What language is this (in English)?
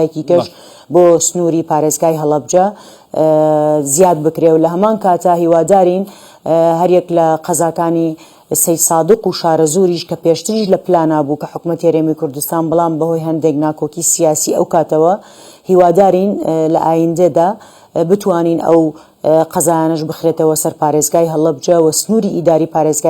Central Kurdish